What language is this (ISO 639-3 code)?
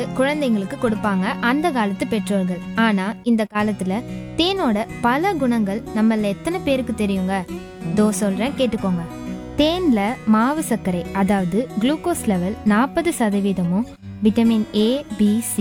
tam